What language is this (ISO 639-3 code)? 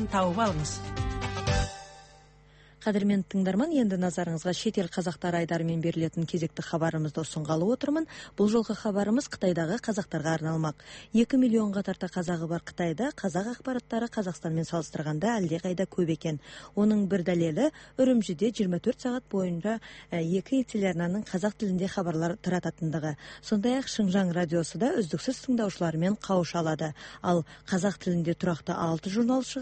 kaz